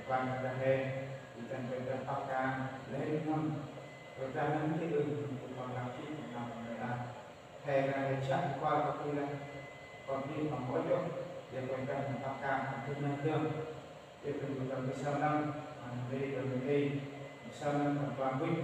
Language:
Central Mnong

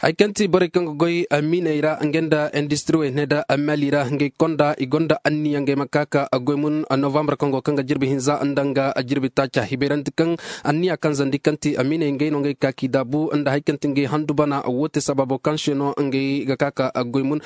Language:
Zarma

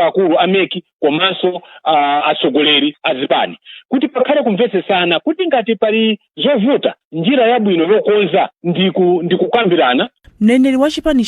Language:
Nyanja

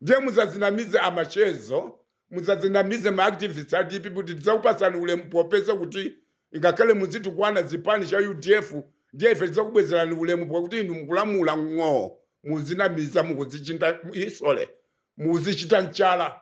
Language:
Nyanja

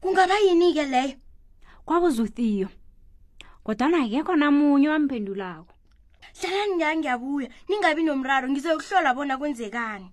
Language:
South Ndebele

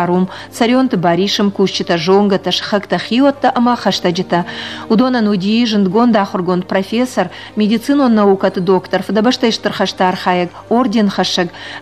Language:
Ossetic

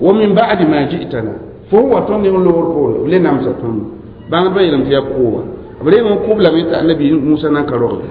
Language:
Mossi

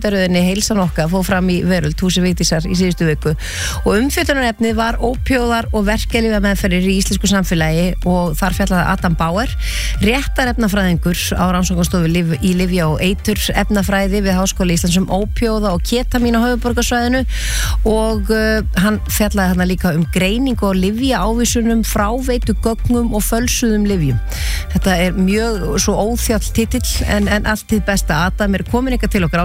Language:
Icelandic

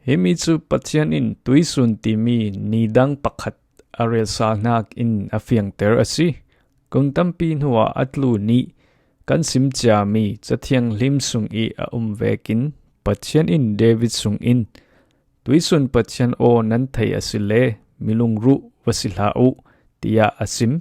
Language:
Falam Chin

